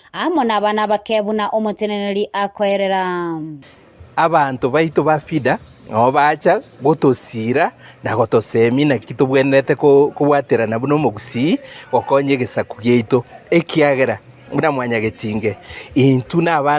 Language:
Gusii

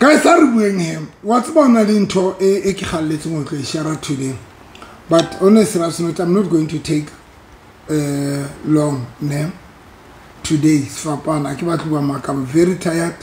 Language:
Southern Sotho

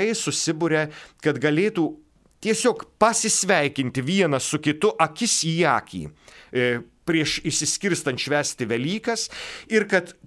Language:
Lithuanian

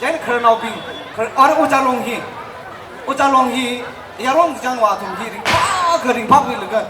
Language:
Tangkhul Naga (India)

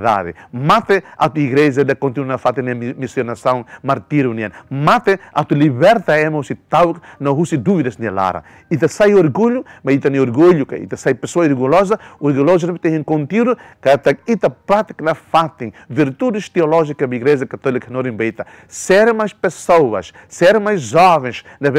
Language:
Tetum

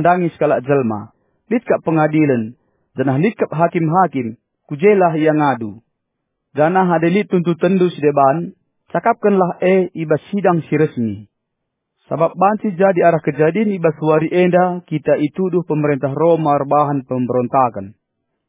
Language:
Batak Karo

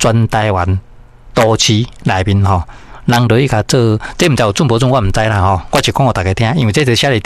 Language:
Min Nan Chinese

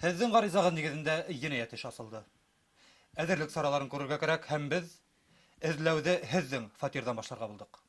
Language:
Bashkir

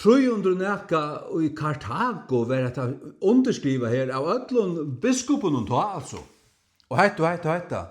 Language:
Faroese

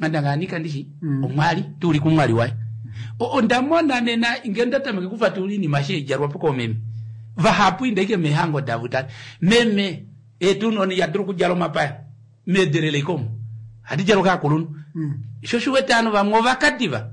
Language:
Kuanyama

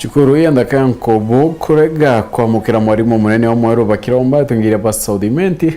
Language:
Meru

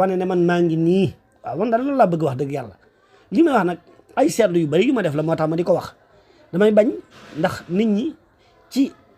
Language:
Wolof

